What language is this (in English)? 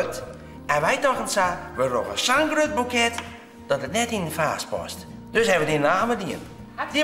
Western Frisian